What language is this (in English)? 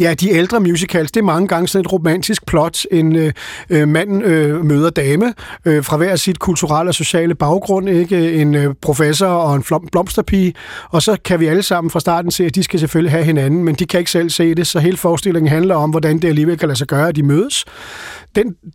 Danish